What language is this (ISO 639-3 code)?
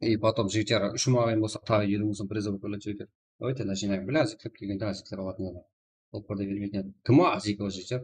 kaa